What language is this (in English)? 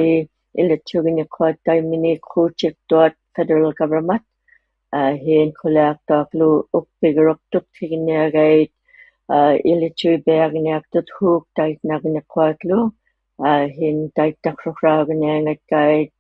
Inuktitut